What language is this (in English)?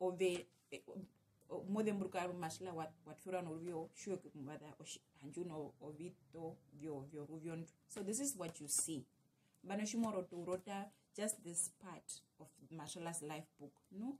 Herero